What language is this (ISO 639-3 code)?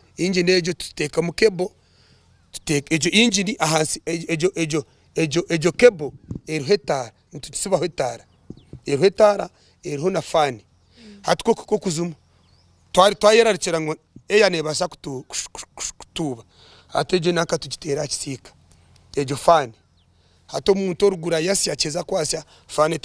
nyn